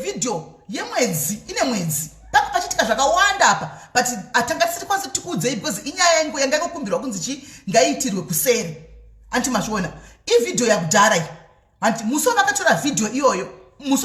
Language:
Shona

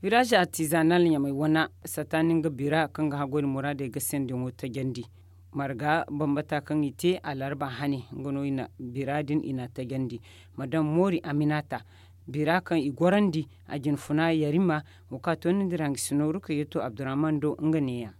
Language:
Zarma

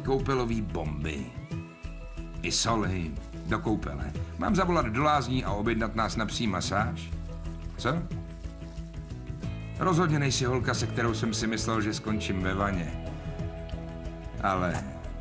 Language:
Czech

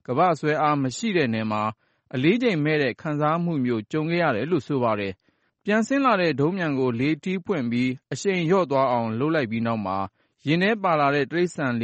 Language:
Burmese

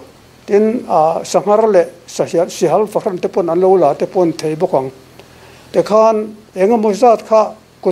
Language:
Mizo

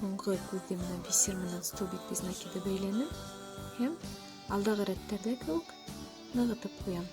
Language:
Bashkir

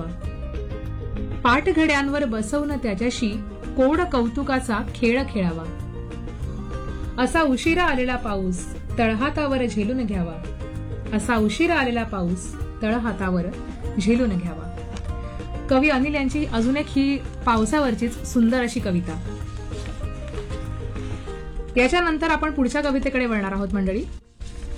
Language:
Marathi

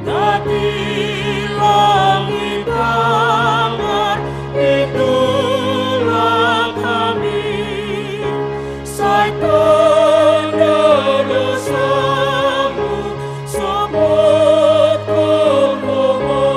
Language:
Batak Simalungun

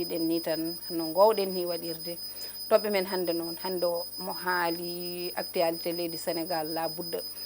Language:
Fula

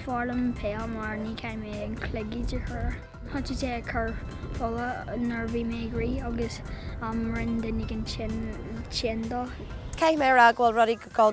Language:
Irish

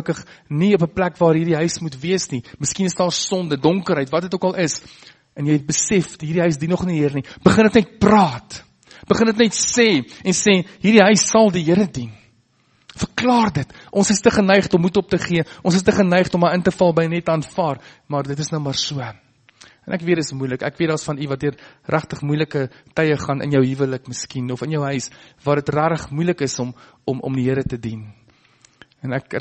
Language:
Afrikaans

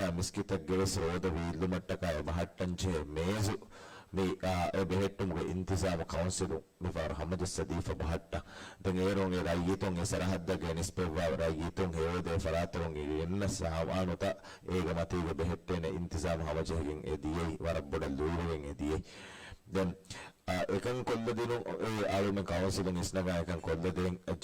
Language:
Divehi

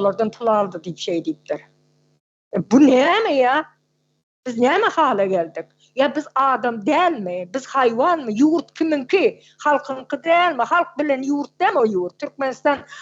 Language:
Turkmen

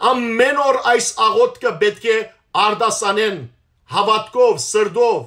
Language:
Western Armenian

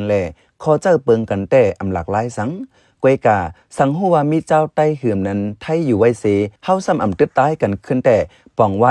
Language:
Shan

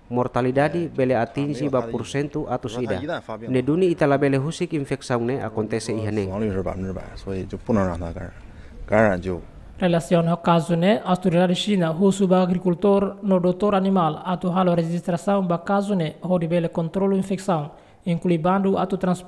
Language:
Tetum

